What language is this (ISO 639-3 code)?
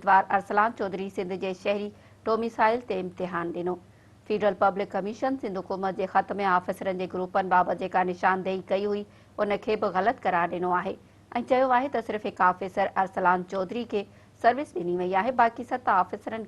snd